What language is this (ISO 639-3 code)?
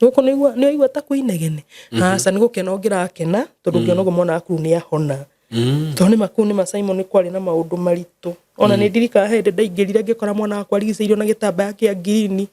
kik